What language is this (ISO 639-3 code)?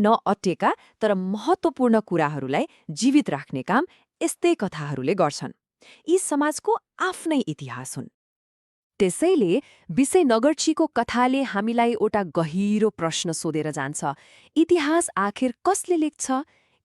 nep